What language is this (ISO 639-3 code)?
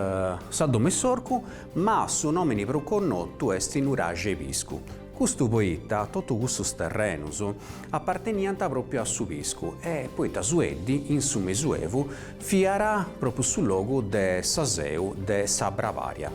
srd